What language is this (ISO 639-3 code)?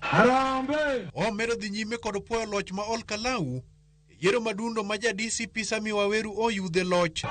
luo